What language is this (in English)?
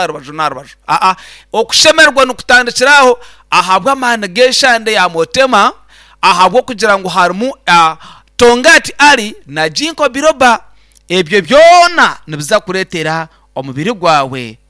Nyankole